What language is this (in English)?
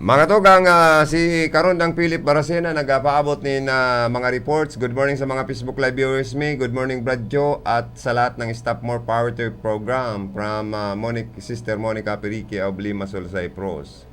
Bikol